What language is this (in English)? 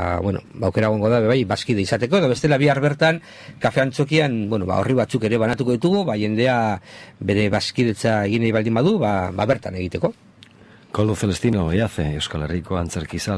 Basque